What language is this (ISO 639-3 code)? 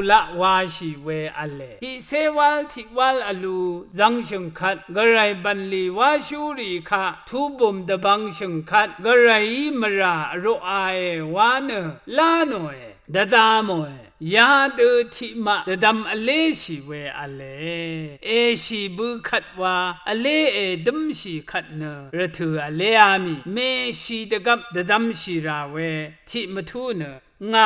raw